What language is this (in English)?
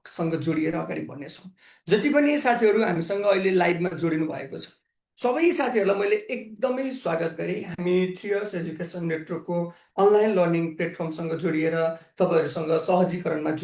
Nepali